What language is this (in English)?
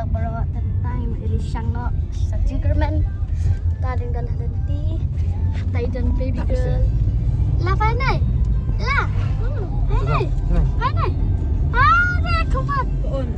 Khasi